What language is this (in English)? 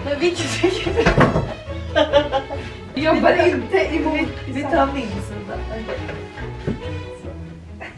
Swedish